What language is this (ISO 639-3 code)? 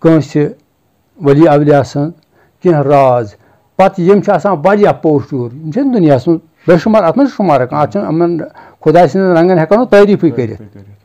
kas